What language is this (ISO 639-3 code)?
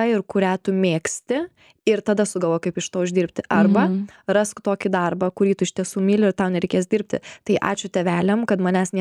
lit